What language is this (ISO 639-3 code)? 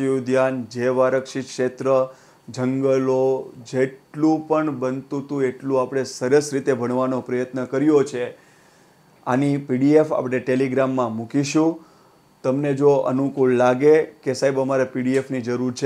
guj